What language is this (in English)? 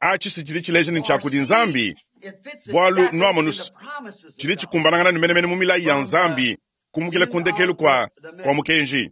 Luba-Lulua